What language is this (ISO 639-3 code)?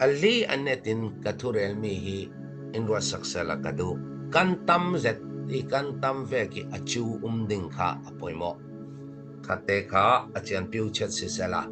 cfm